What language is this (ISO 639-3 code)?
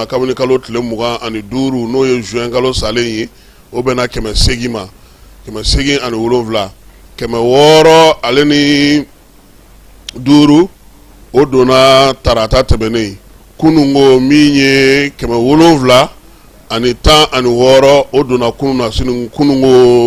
bam